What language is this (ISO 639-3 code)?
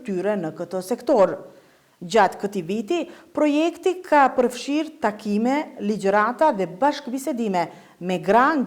sqi